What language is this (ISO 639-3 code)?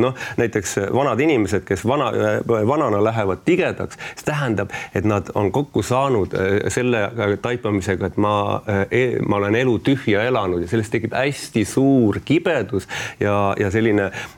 est